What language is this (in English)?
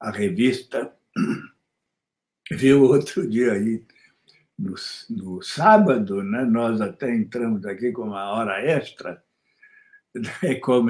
Portuguese